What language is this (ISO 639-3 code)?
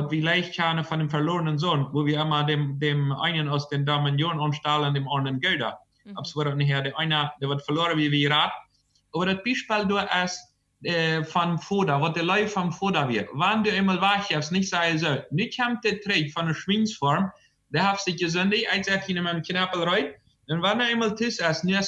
pdt